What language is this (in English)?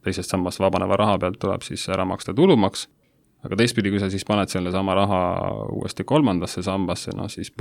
Estonian